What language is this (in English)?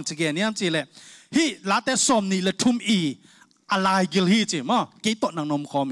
Tedim Chin